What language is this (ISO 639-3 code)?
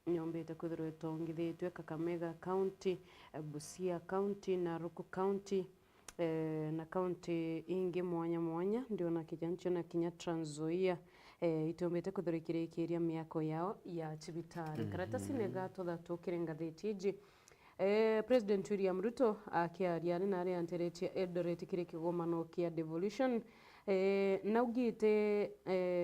mer